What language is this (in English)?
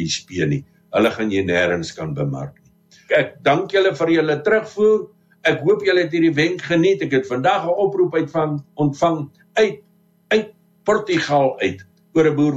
Afrikaans